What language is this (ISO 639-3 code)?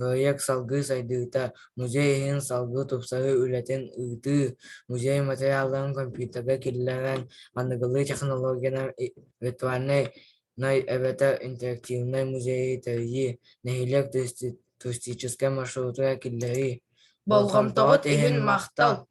sah